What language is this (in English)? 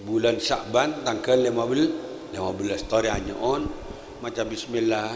Madurese